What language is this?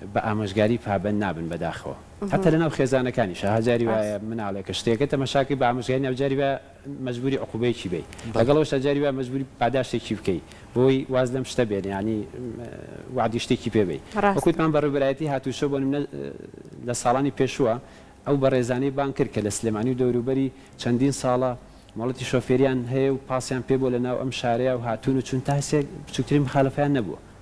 Central Kurdish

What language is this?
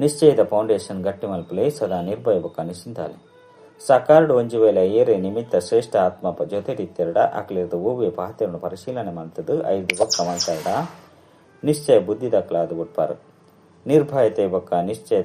Tulu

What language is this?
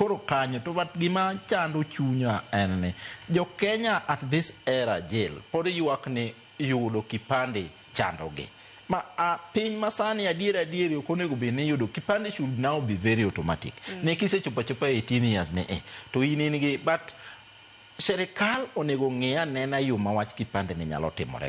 Luo (Kenya and Tanzania)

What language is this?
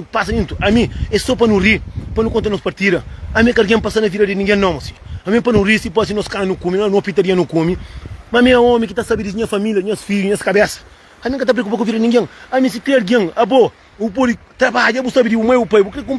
Kabuverdianu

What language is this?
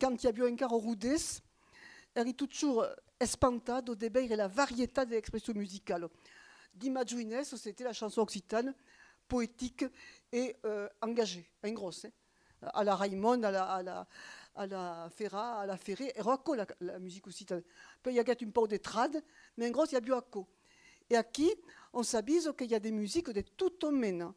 Occitan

